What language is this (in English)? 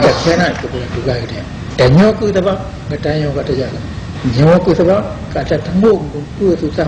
Achinese